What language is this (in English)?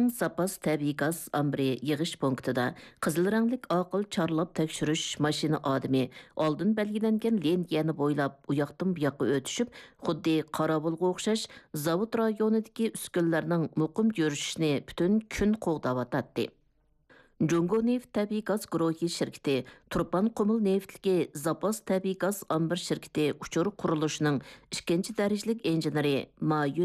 Uyghur